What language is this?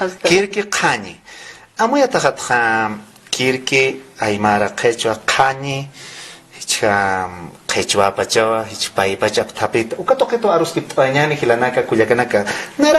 Aymara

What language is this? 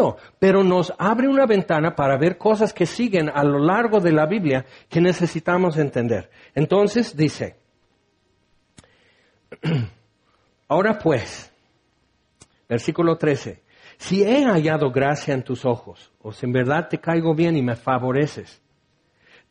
Spanish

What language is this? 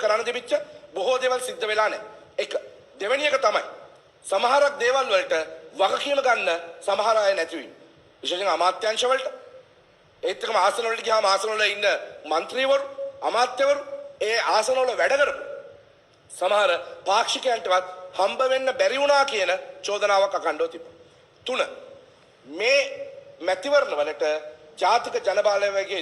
Sinhala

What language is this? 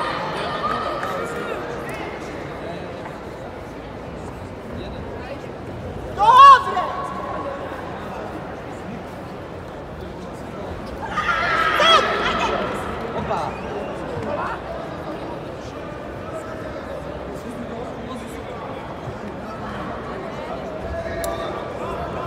Bulgarian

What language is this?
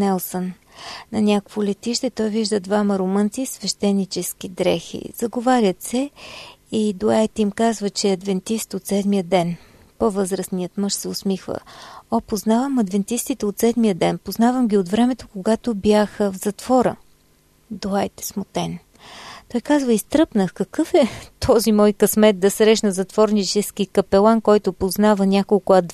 Bulgarian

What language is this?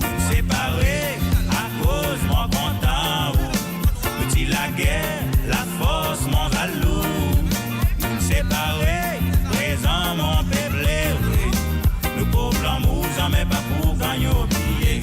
Morisyen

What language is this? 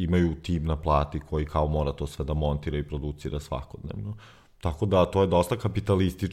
Serbian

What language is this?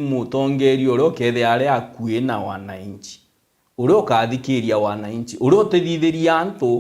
Meru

